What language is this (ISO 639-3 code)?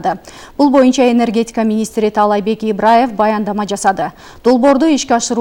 kir